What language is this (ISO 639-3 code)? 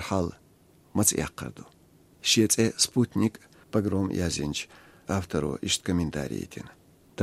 che